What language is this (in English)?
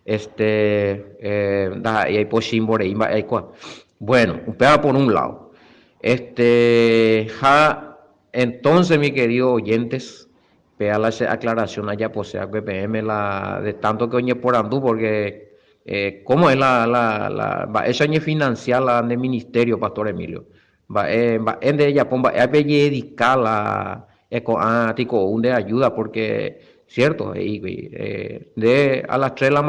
Guarani